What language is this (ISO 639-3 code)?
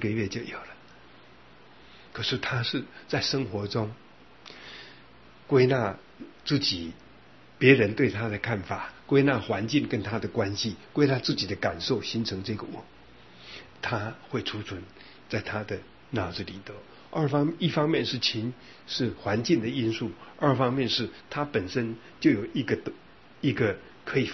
zho